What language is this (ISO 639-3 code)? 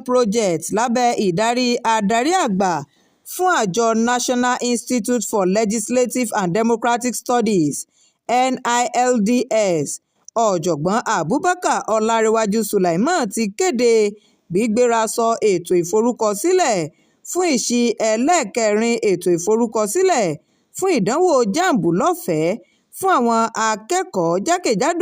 yor